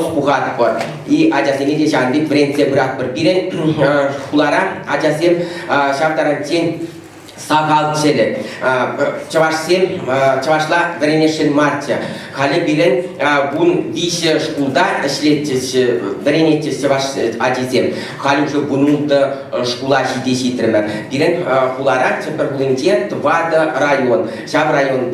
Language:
Chuvash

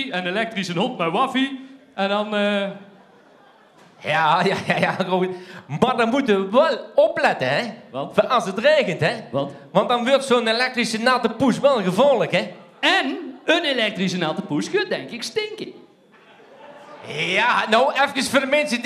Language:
Dutch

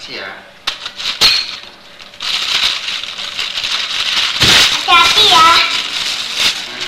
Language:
Indonesian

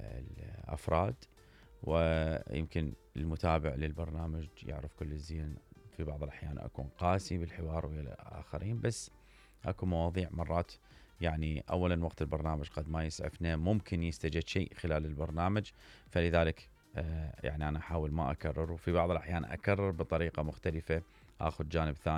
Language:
Mesopotamian Arabic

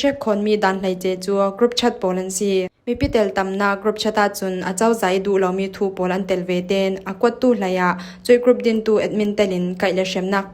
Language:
Falam Chin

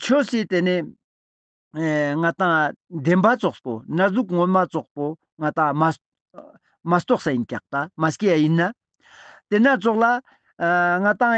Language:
Ladakhi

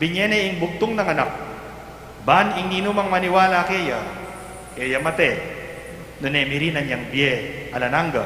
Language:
Pampanga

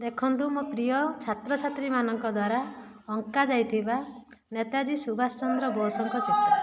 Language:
Odia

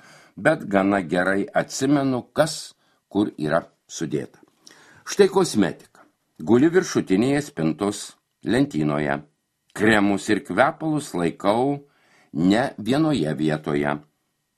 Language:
Lithuanian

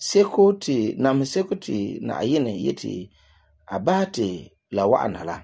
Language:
Frafra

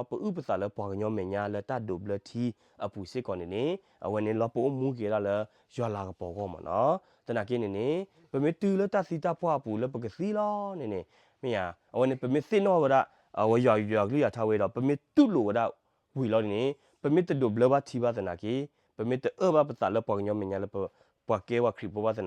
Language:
S'gaw Karen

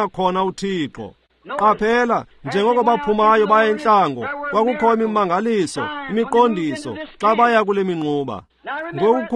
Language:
Xhosa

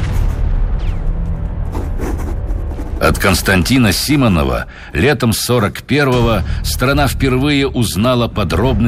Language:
Russian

